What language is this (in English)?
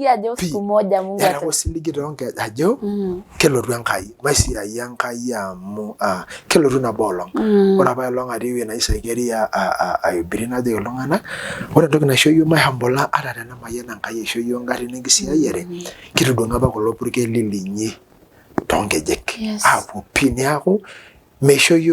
Masai